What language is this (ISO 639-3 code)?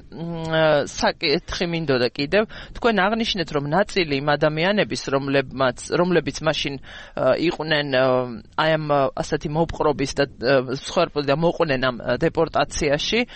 kat